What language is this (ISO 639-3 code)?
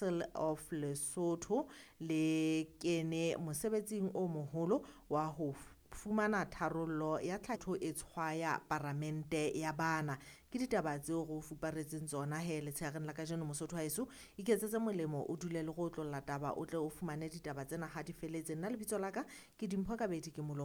sot